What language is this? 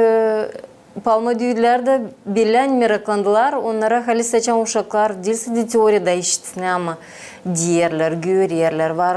Gagauz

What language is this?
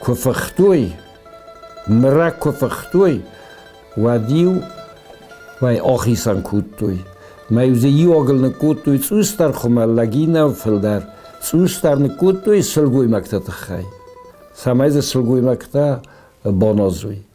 Ossetic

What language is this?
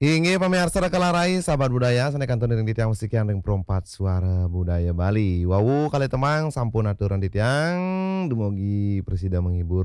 Balinese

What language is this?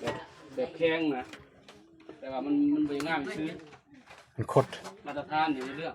Lao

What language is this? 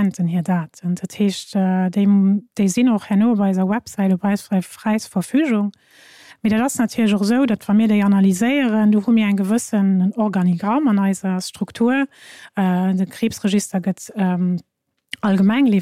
Luxembourgish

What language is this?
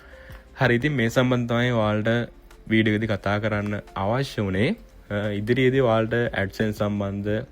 Sinhala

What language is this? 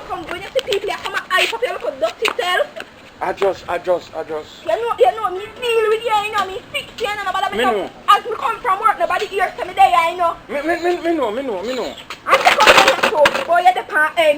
Jamaican Creole English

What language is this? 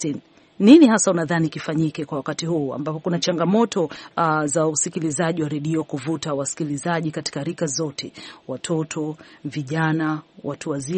Swahili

